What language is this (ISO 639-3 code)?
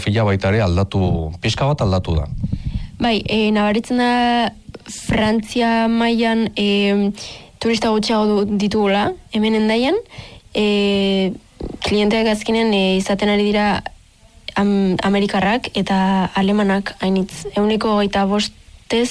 eus